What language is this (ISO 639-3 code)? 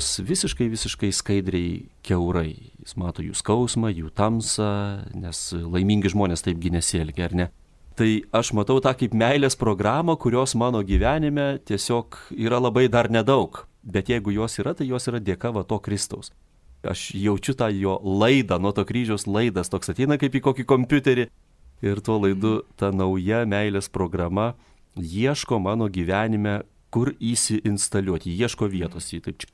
lit